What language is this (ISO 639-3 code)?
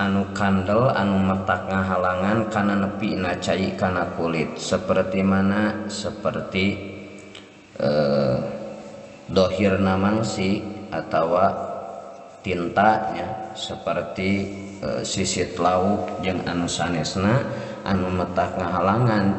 sun